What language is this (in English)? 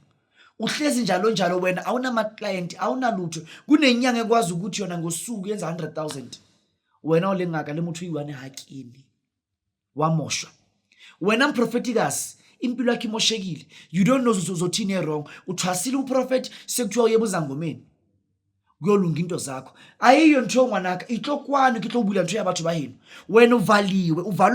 Zulu